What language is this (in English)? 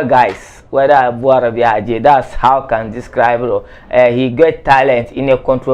Dagbani